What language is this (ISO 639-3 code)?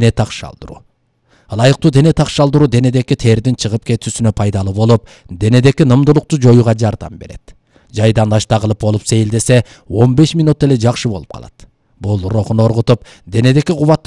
kir